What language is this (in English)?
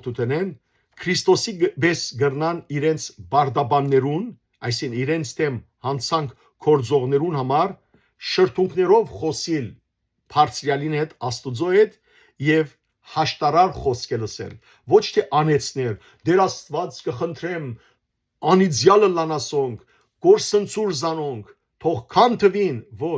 Western Armenian